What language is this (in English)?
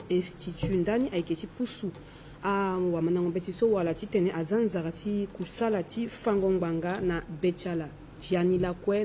Sango